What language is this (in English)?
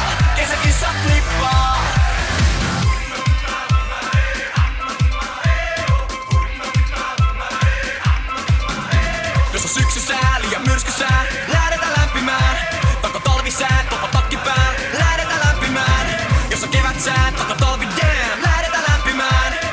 Finnish